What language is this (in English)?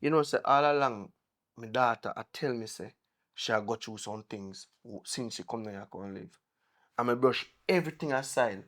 Jamaican Creole English